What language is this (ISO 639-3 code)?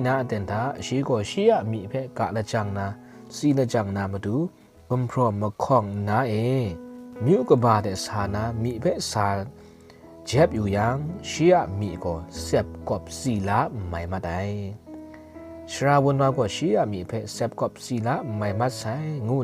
kac